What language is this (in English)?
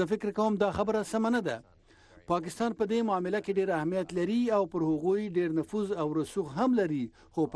Pashto